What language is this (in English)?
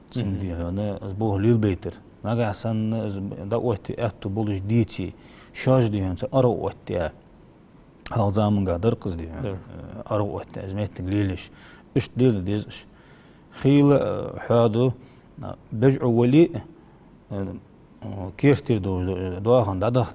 Ingush